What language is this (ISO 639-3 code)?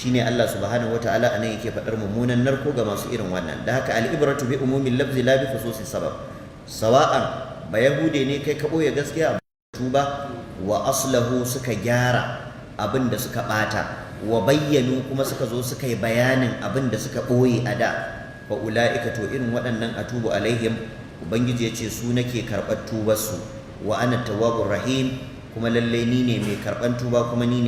hau